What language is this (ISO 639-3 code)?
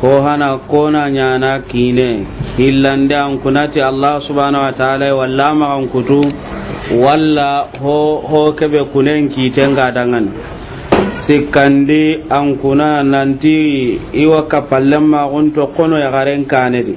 snk